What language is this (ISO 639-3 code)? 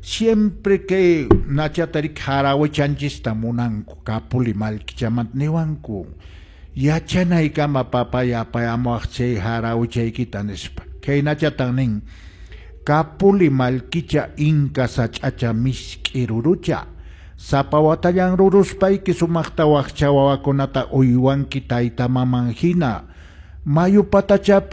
que